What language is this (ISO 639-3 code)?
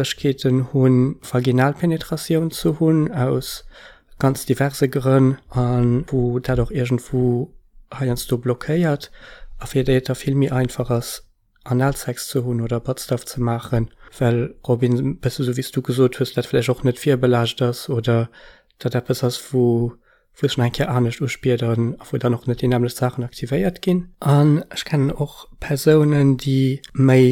ltz